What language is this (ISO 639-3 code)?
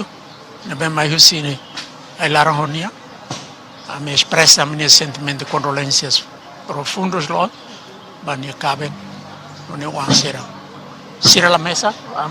tet